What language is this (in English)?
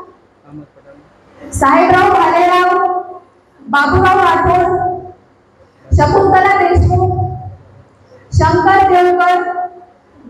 Marathi